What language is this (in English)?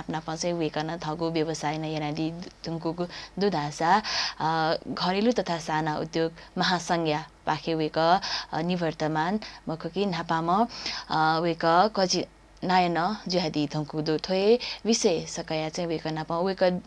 Newari